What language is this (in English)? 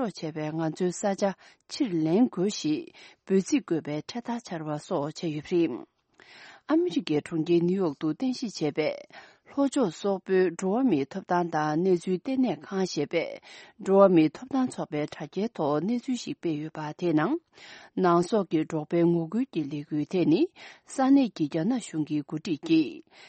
Tibetan